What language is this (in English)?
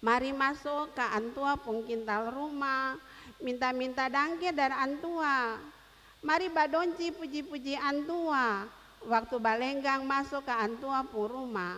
Ambonese Malay